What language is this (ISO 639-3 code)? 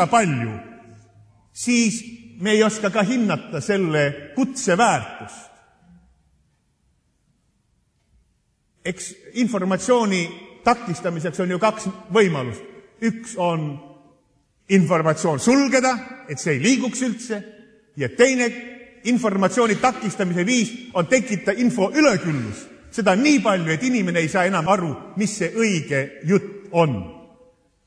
est